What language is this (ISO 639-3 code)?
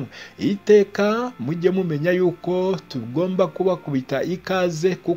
kin